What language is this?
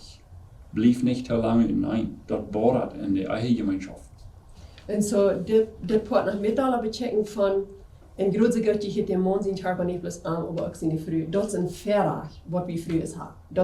Plautdietsch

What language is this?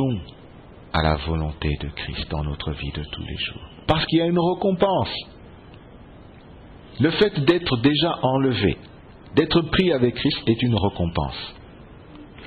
French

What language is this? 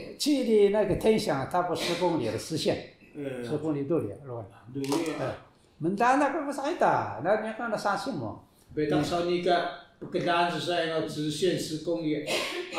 Taroko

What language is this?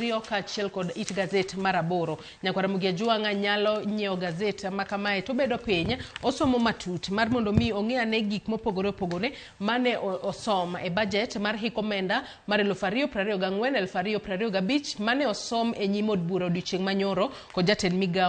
Luo (Kenya and Tanzania)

